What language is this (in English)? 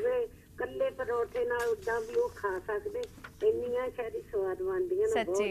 Punjabi